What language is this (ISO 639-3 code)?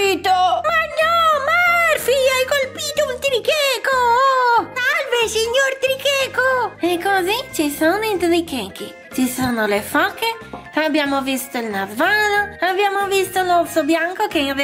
ita